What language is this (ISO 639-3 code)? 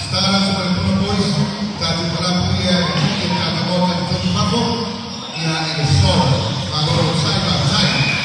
smo